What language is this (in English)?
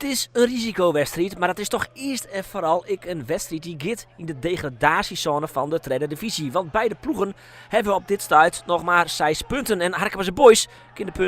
Western Frisian